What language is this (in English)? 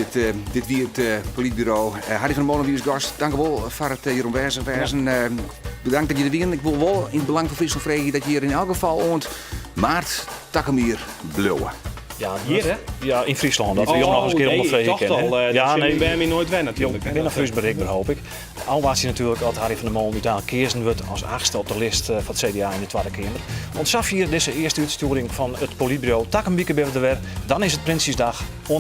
Western Frisian